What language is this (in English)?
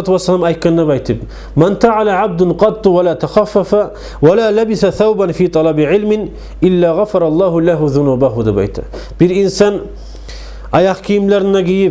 Kumyk